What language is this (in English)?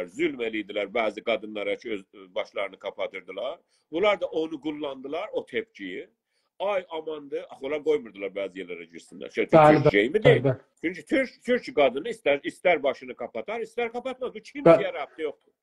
South Azerbaijani